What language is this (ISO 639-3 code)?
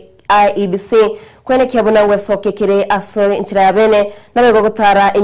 guz